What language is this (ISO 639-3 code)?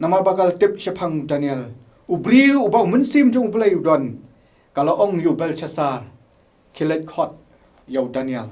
kha